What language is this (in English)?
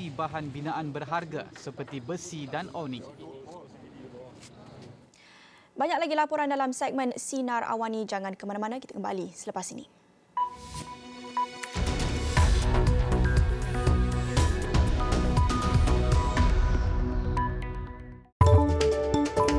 Malay